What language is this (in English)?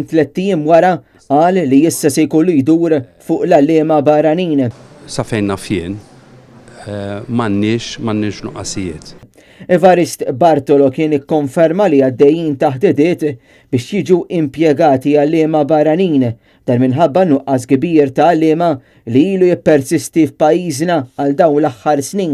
Maltese